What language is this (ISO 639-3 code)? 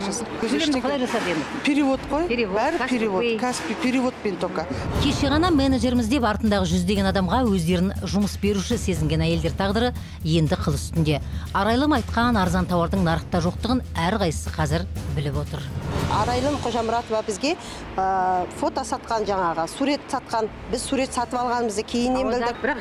kaz